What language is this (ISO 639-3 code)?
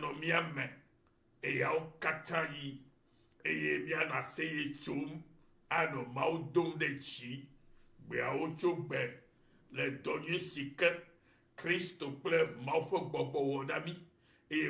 ewe